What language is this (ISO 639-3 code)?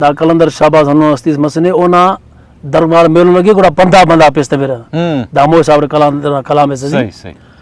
brh